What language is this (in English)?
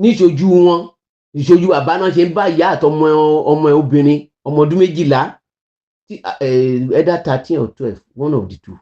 Yoruba